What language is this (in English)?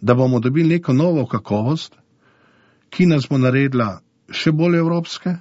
Slovenian